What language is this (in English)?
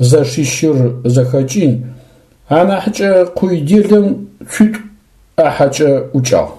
Adyghe